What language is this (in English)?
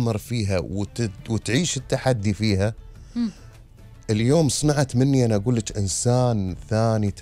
Gulf Arabic